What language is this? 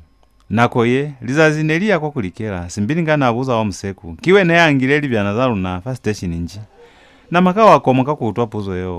Lozi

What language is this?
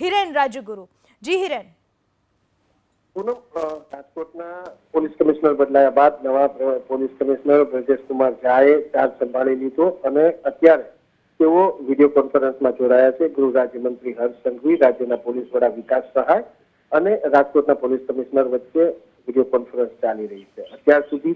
Gujarati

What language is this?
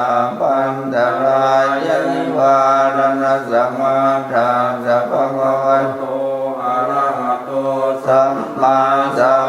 Pali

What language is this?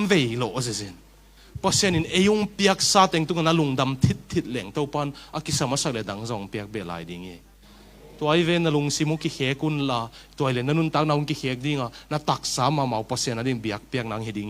Tedim Chin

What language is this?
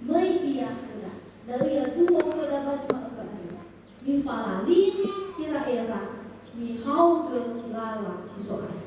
Nias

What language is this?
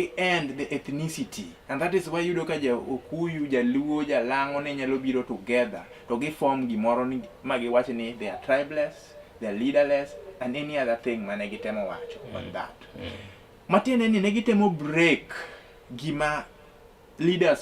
Luo (Kenya and Tanzania)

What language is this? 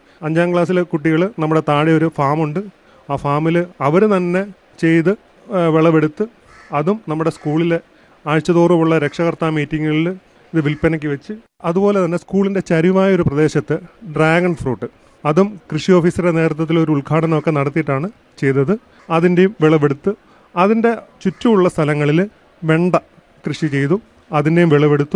Malayalam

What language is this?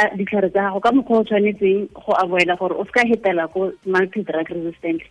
Tswana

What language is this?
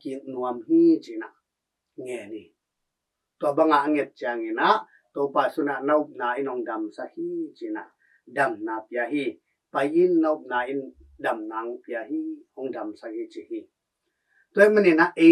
Tedim Chin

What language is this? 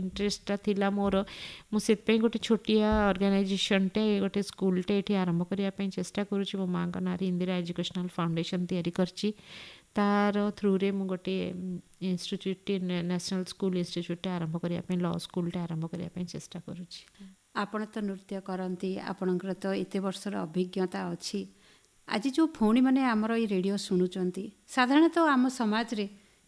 Odia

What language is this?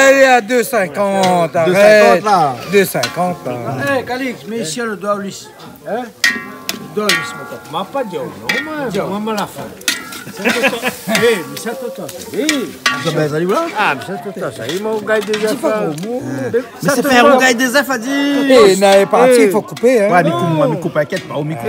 Réunion Creole French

